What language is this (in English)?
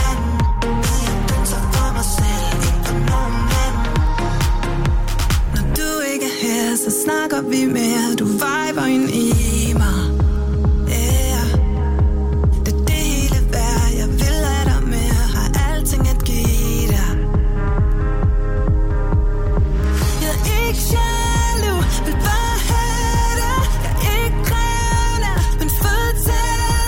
Danish